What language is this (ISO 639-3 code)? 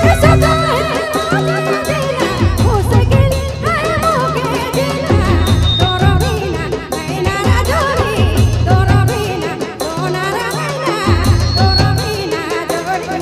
sck